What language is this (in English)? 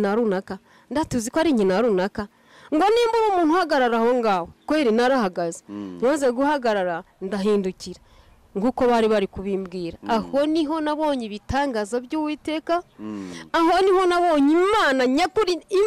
Kinyarwanda